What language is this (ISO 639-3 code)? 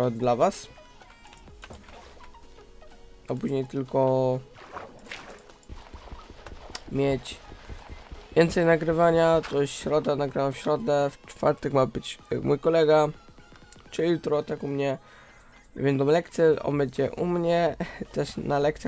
pol